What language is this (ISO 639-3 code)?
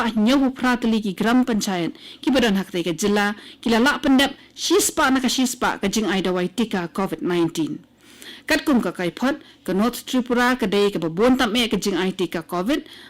kha